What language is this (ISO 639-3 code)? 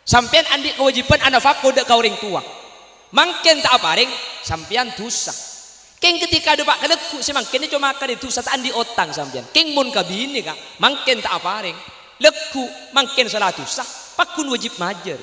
mad